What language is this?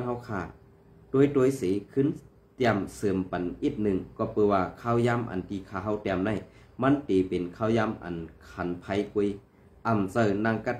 Shan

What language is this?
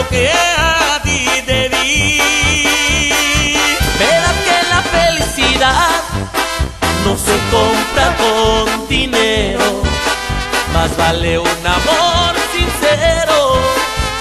Spanish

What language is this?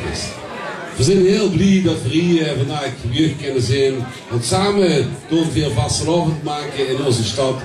Limburgish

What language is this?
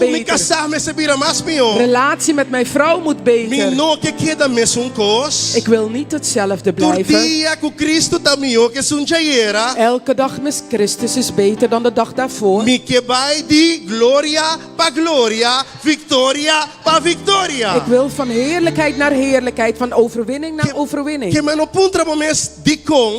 Papiamento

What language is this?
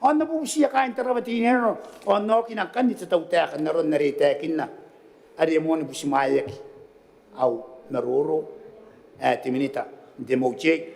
Gilbertese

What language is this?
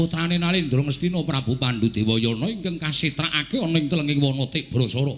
Javanese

